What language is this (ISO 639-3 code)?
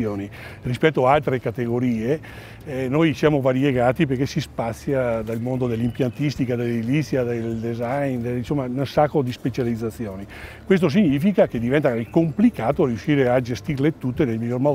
ita